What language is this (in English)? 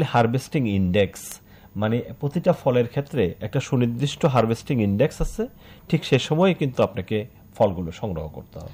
Bangla